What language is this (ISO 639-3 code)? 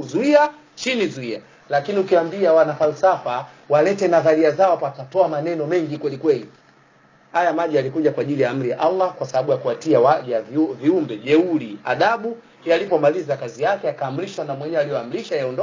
swa